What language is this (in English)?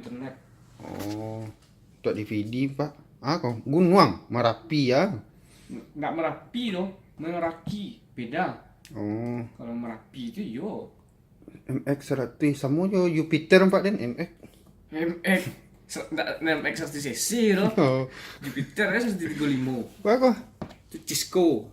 Minangkabau